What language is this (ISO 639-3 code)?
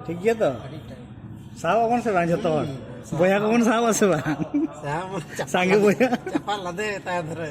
sat